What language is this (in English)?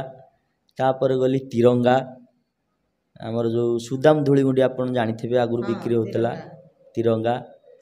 Odia